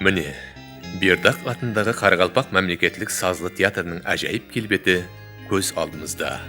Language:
Kara-Kalpak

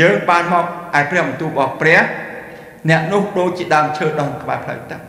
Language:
Khmer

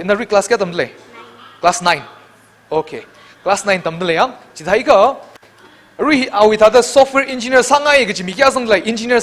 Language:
Tangkhul Naga (India)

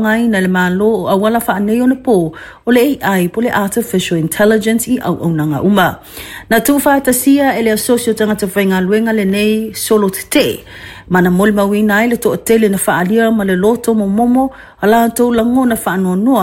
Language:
Samoan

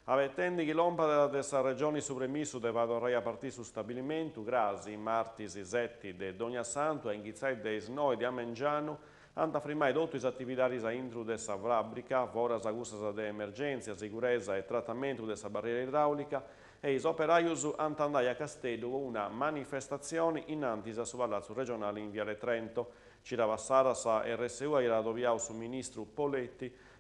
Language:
Sardinian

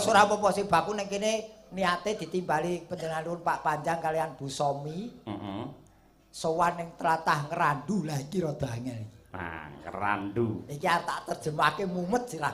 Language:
Javanese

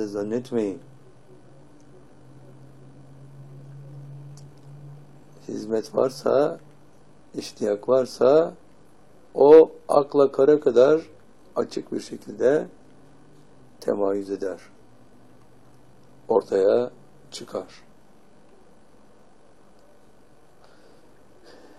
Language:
Turkish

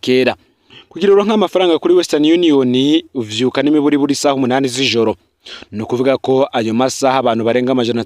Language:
Rundi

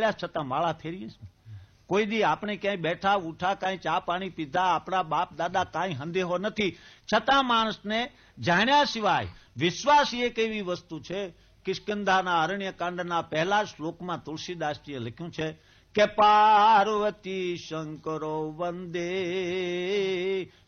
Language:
Gujarati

